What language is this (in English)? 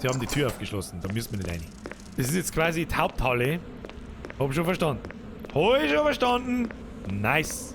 Bavarian